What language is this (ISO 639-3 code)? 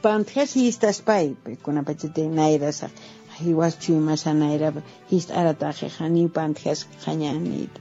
aym